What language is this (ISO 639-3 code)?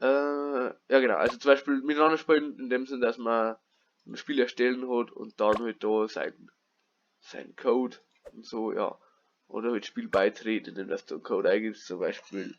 bar